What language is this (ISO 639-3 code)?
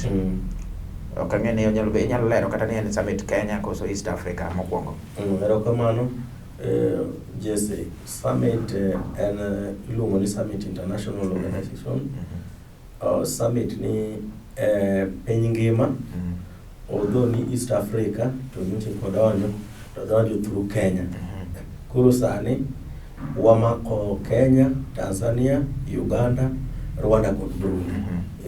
luo